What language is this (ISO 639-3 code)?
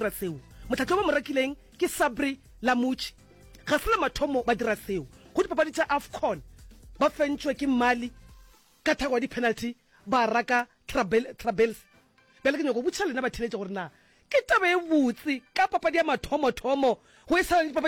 nso